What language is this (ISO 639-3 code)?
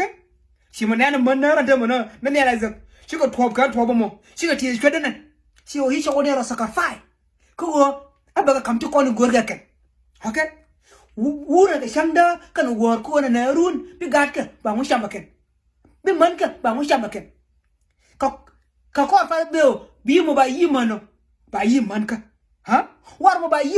nus